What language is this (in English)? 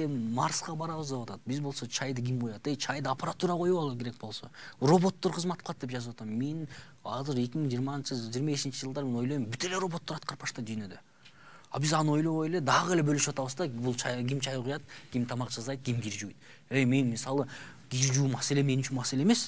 Kyrgyz